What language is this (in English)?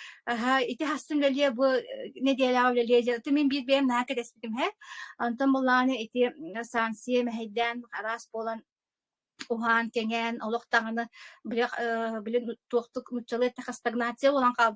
Yakut